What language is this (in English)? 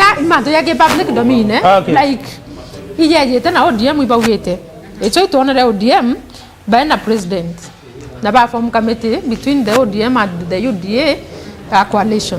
Meru